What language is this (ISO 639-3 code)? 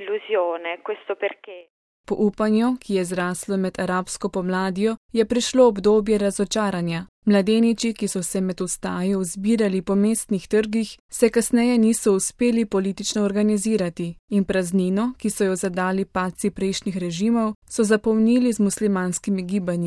slv